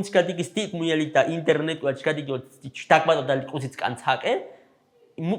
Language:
Tzotzil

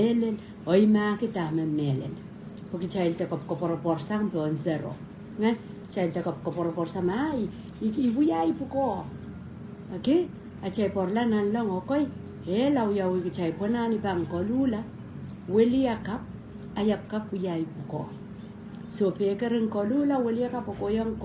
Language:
Pohnpeian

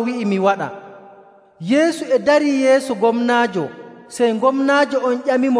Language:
Nigerian Fulfulde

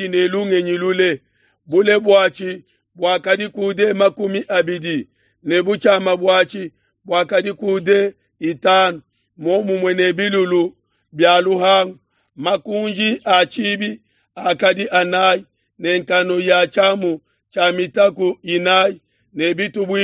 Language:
Luba-Lulua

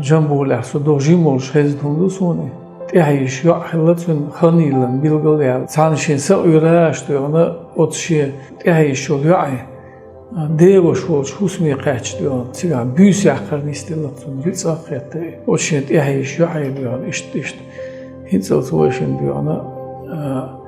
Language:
Chechen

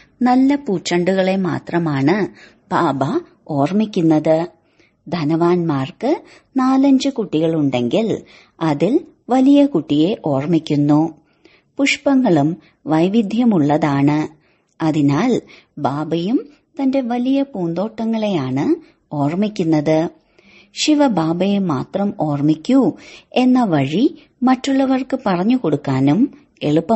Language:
Malayalam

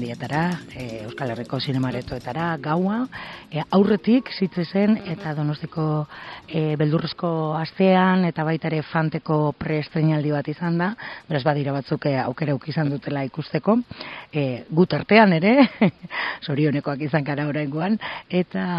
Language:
Basque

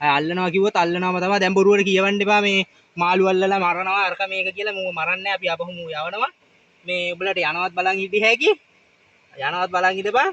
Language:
Sinhala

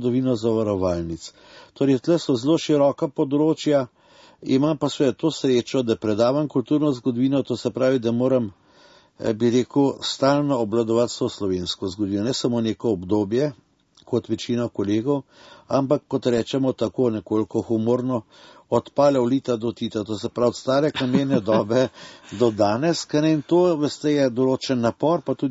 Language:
Slovenian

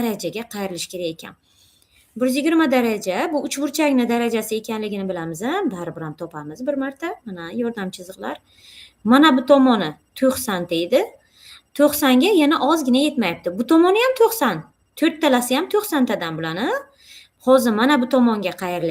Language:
Uzbek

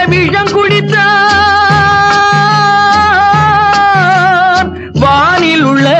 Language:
Tamil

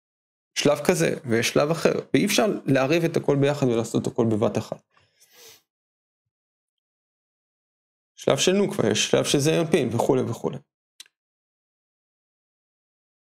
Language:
Hebrew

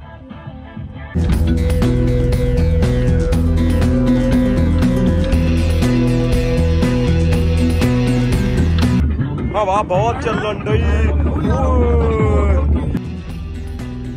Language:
Punjabi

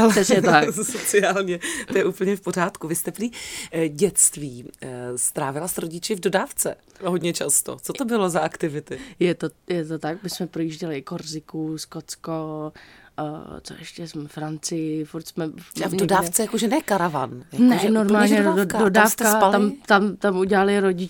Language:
Czech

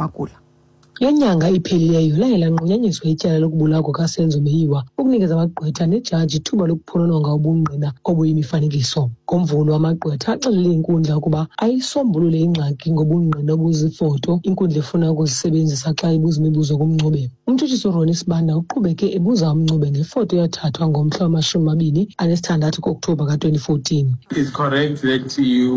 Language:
Xhosa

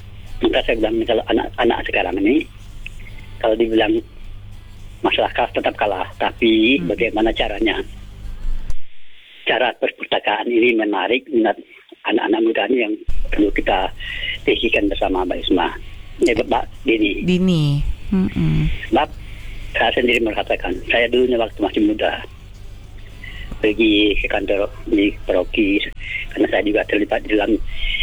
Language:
Indonesian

